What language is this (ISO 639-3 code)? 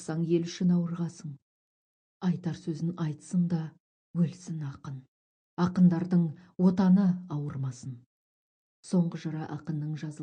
kaz